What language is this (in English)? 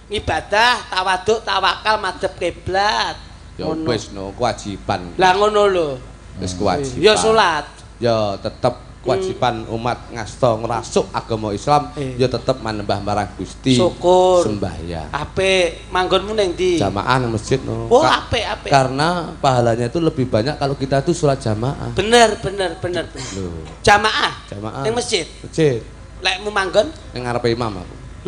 Javanese